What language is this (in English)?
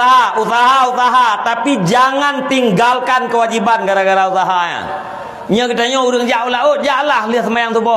Achinese